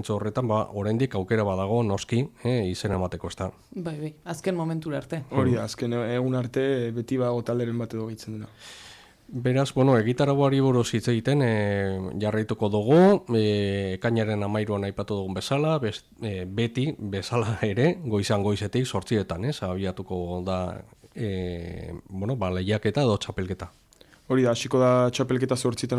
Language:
Basque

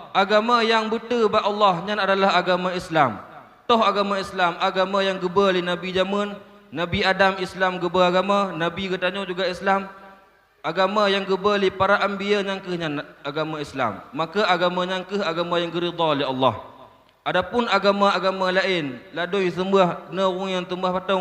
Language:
Achinese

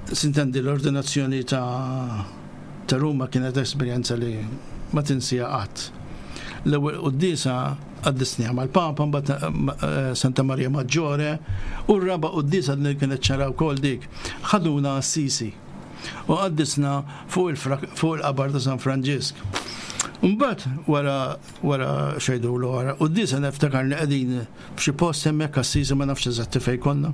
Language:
Maltese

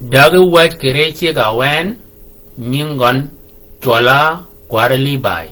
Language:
Shilluk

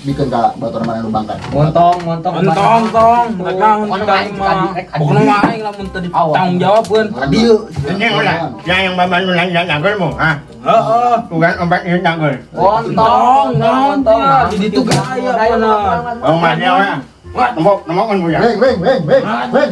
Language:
Sundanese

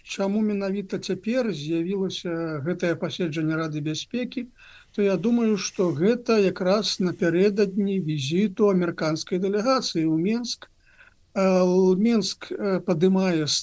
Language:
Belarusian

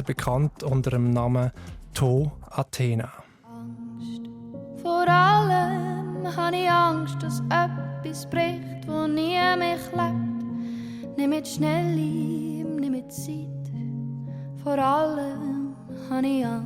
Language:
Swiss German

